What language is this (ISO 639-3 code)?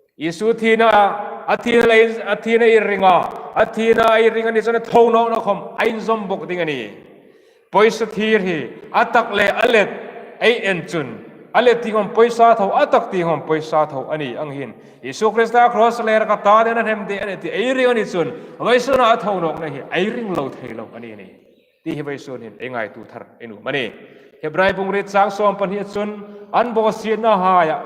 hmr